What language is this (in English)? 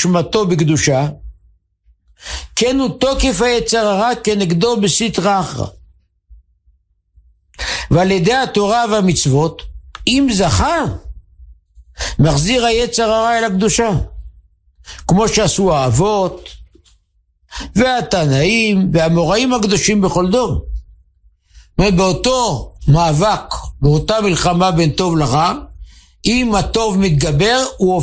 Hebrew